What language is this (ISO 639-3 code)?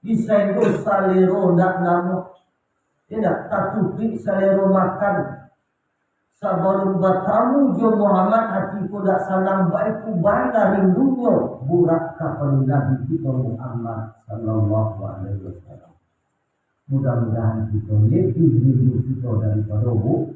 min